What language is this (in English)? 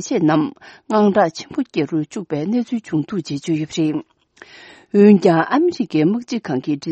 Tibetan